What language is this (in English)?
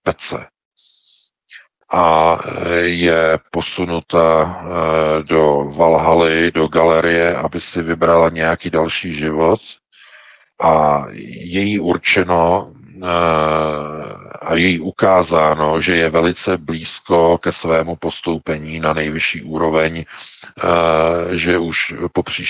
Czech